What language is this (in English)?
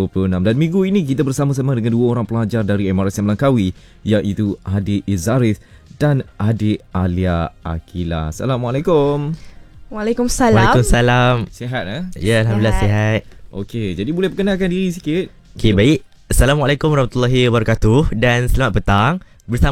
Malay